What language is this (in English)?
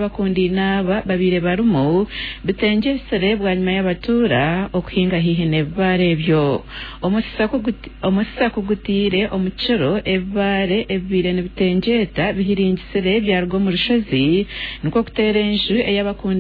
Nyankole